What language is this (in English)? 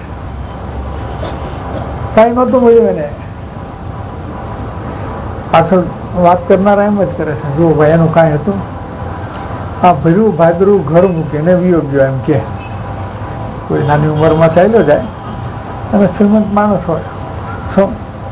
Gujarati